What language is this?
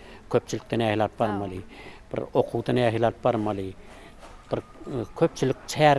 Turkmen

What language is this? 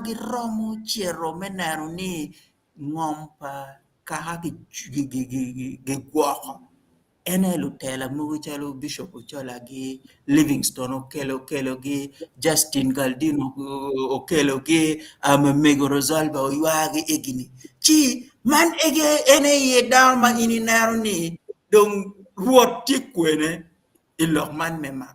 Acoli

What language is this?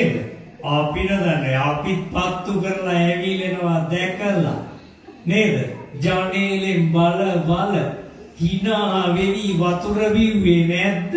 Sinhala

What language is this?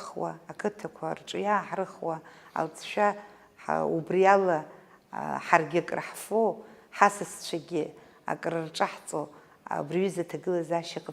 Abkhazian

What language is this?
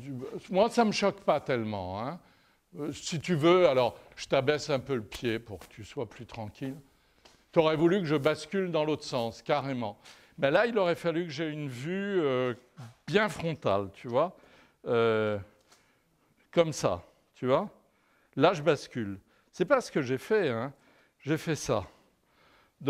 French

